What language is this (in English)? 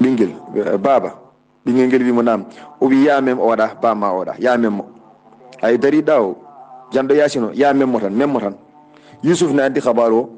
Fula